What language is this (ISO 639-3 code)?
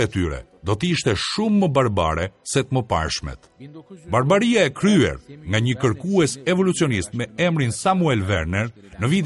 sqi